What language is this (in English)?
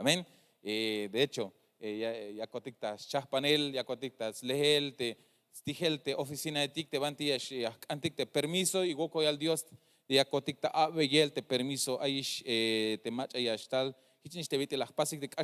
Tzeltal